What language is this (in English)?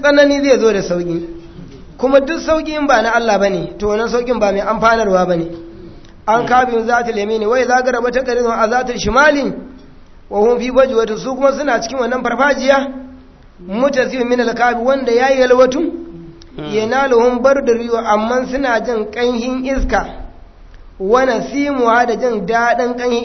Hausa